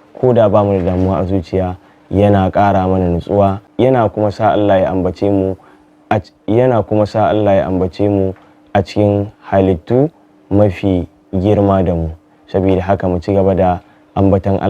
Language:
Hausa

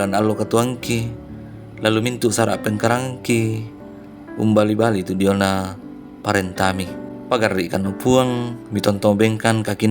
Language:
Toraja-Sa'dan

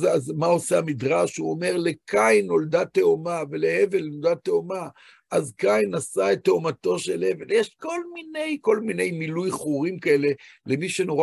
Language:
Hebrew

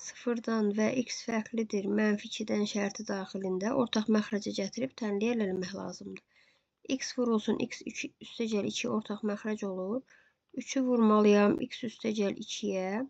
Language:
Azerbaijani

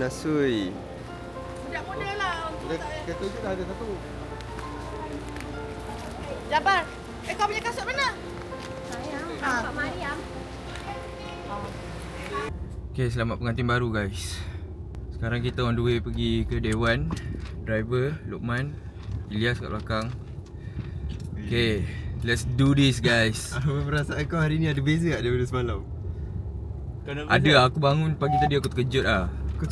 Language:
Malay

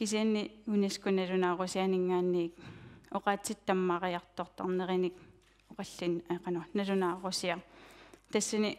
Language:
Kalaallisut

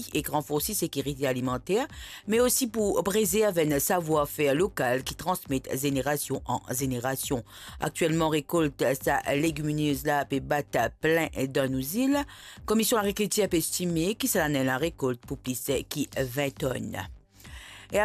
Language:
Morisyen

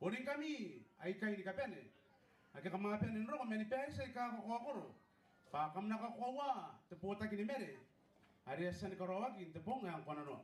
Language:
Gilbertese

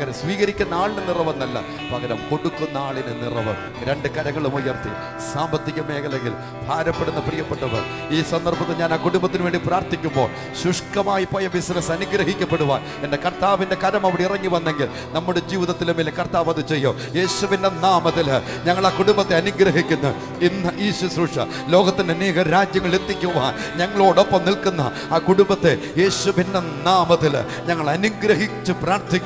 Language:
Malayalam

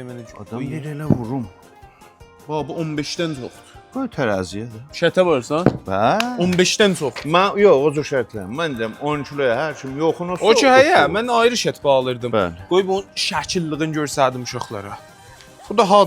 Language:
South Azerbaijani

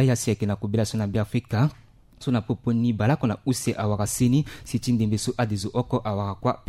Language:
Sango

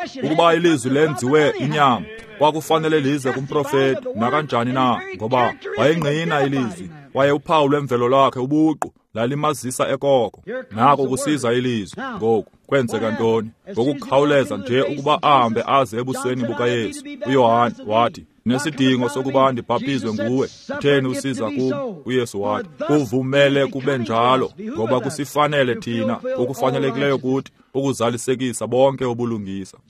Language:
Xhosa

